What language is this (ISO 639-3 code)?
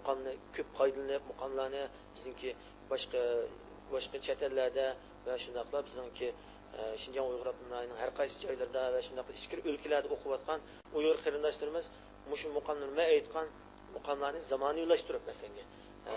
uig